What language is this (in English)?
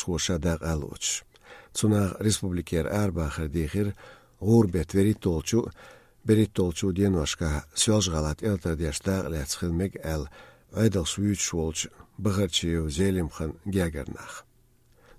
Chechen